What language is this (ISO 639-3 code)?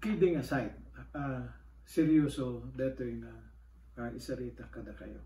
ilo